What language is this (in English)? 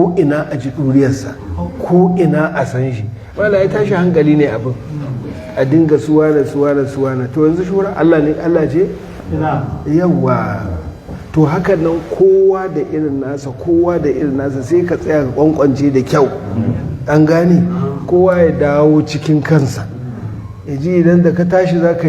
Hausa